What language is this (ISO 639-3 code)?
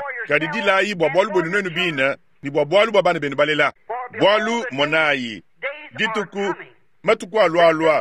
lua